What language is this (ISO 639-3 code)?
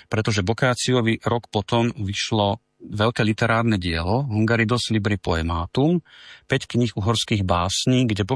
slk